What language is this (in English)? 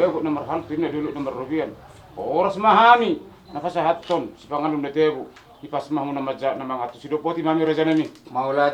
Batak Toba